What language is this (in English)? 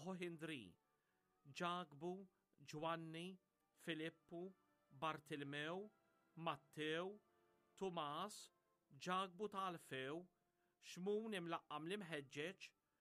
Maltese